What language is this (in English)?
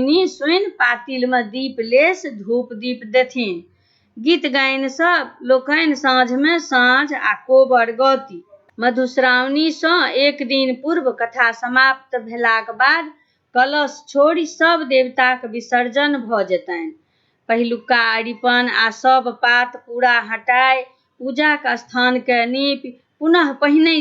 Maithili